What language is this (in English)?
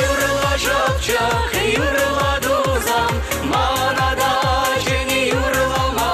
Chuvash